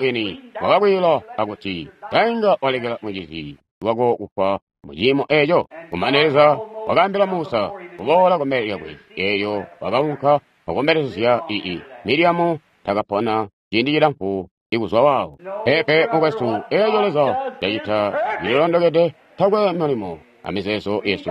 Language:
Tonga (Zambia)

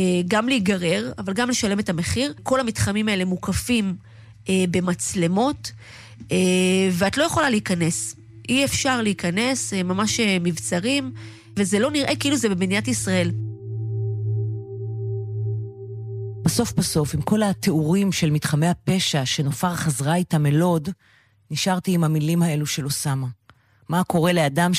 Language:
Hebrew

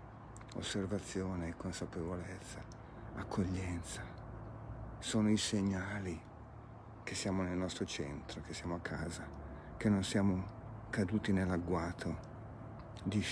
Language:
Italian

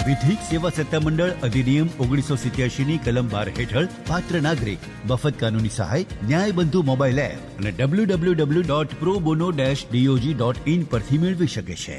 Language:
Gujarati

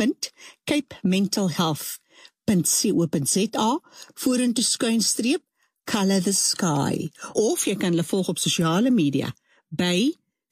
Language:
Afrikaans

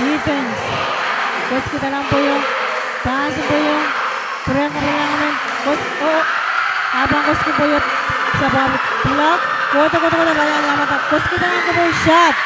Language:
Pohnpeian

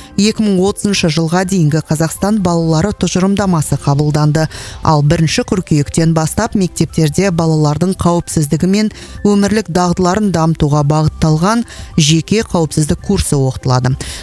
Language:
Kazakh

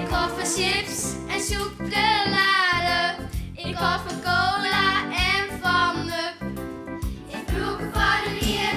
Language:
Western Frisian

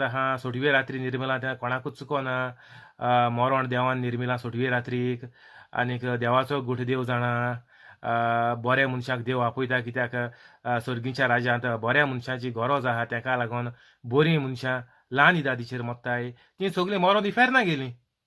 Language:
Konkani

